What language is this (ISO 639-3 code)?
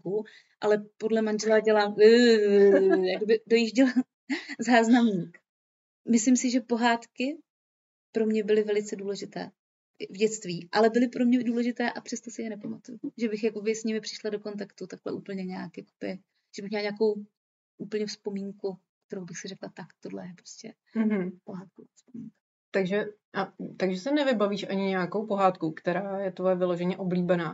ces